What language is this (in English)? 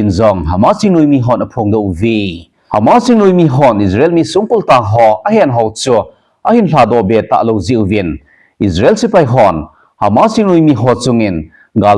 Thado Chin